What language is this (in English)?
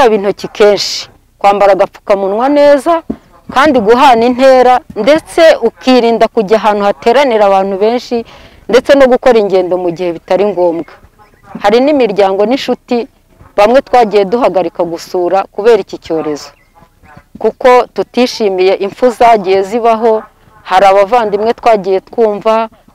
Kinyarwanda